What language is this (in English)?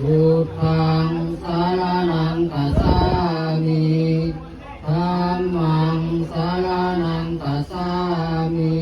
Pali